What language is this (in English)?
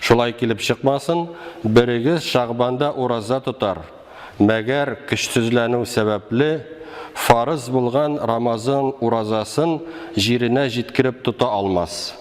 Tatar